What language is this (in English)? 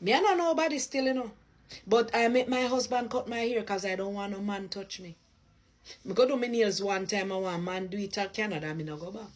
Jamaican Creole English